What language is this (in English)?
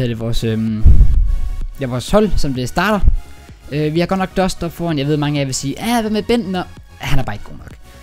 Danish